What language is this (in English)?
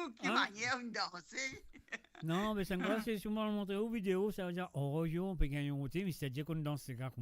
Morisyen